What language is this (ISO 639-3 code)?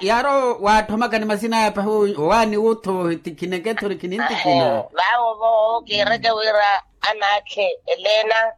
vmw